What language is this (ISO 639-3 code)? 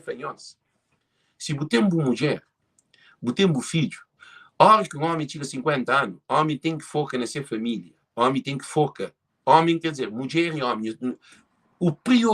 kea